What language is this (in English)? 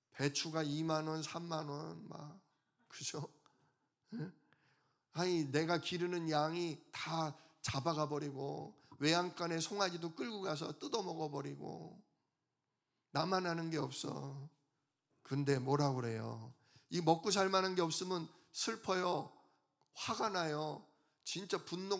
Korean